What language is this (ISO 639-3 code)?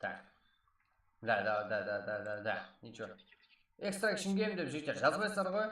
kaa